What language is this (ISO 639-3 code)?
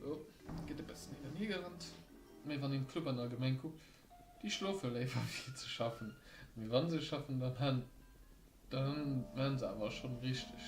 ltz